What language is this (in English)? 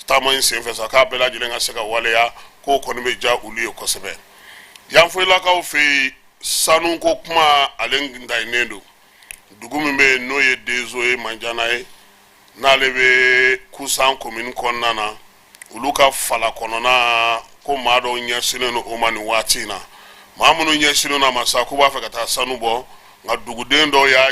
Bambara